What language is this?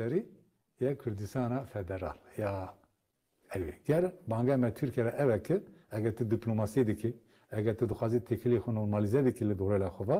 Kurdish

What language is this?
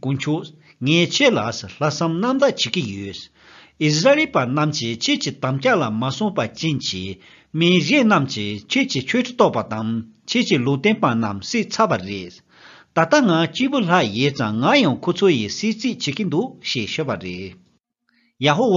Tibetan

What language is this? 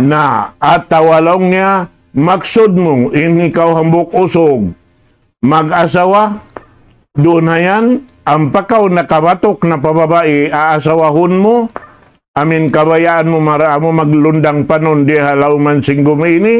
Tausug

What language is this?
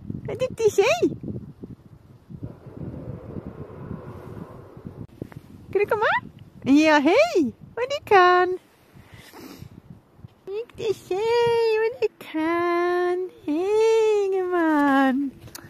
Swedish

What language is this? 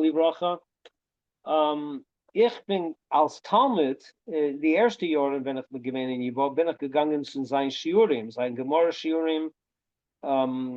Yiddish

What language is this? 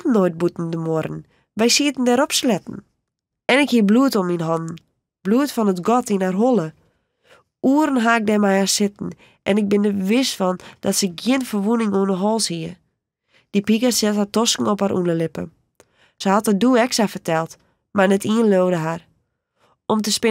Western Frisian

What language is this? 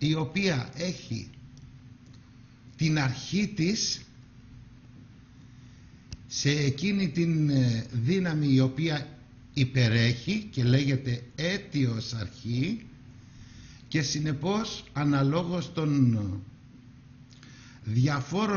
Greek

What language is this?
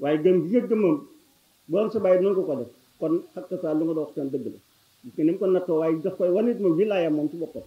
Wolof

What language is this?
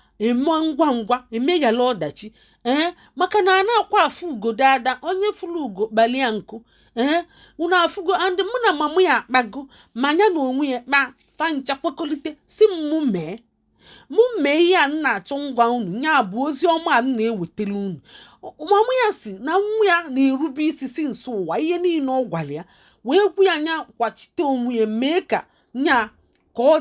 Igbo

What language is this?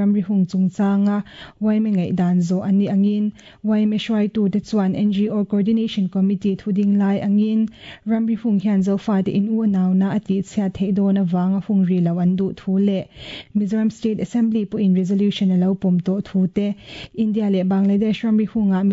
Mizo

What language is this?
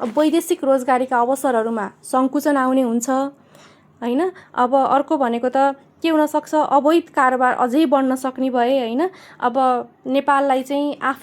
Nepali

